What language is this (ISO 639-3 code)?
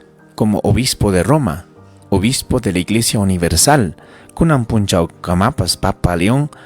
quy